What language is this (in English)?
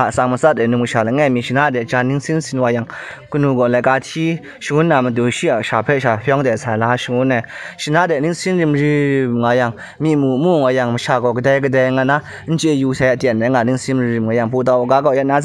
Kachin